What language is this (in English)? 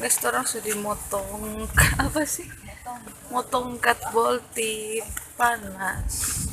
Manado Malay